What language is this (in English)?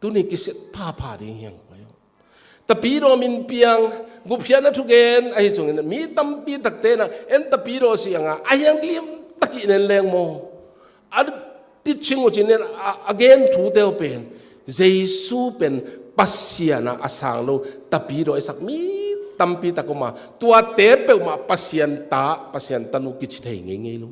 Tedim Chin